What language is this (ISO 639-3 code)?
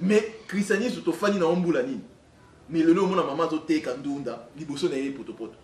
lin